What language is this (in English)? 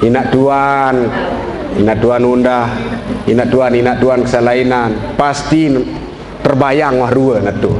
Sasak